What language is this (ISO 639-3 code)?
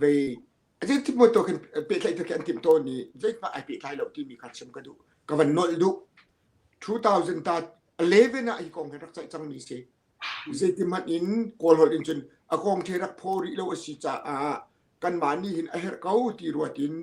cnh